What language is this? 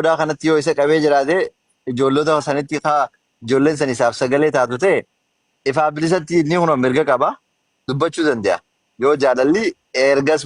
Oromo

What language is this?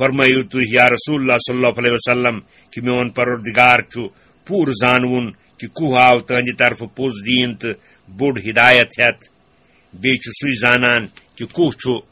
Kashmiri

